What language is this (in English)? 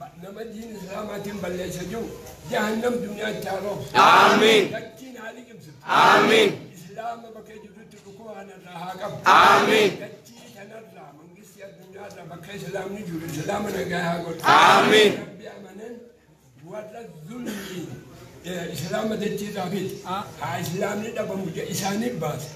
Oromo